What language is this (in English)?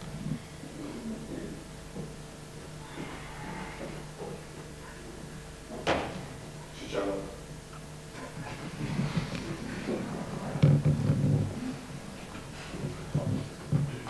Romanian